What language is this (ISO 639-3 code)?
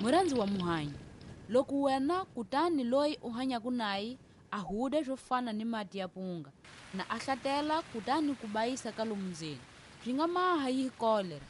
tso